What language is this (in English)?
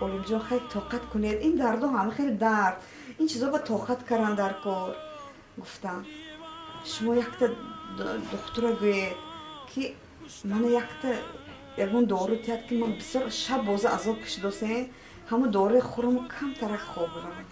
Tajik